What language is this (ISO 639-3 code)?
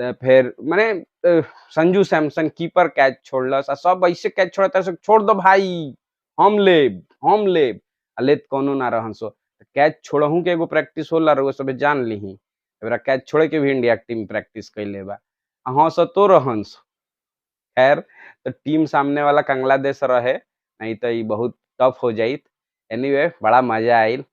bho